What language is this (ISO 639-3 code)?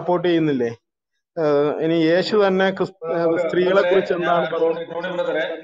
mal